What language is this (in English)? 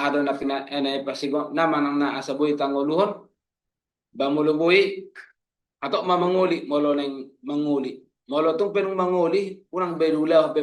Batak Toba